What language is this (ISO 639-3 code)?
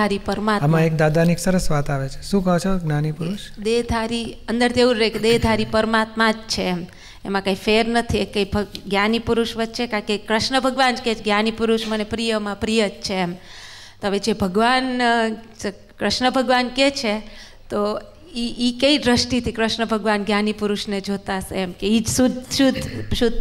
guj